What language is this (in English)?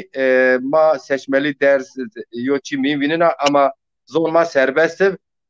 Zaza